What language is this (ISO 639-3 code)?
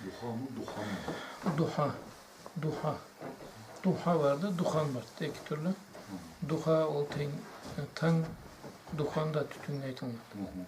krc